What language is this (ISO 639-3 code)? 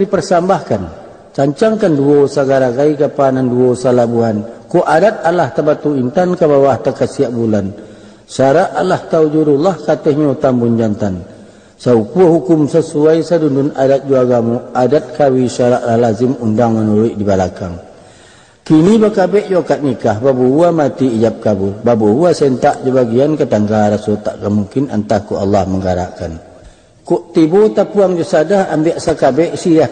min